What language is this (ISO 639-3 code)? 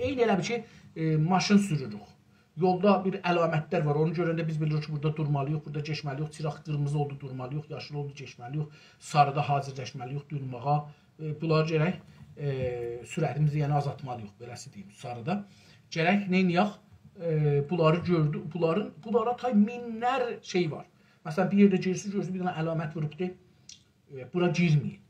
azb